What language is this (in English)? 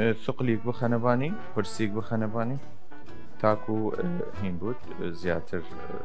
Southern Kurdish